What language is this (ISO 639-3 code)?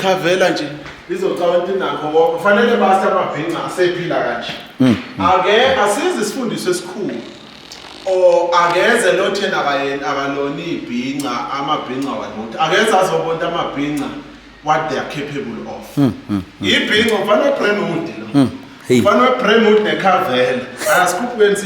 zul